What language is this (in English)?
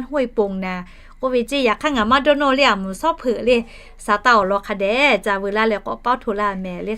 Lahu